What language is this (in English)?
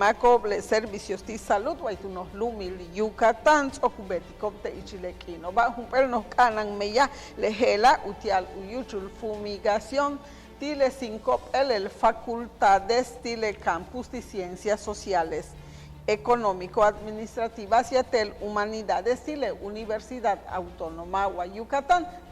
Yucateco